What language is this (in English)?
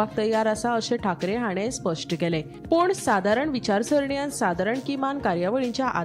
Konkani